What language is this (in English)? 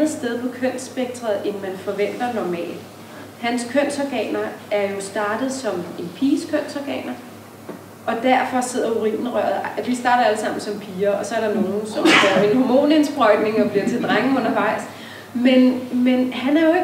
Danish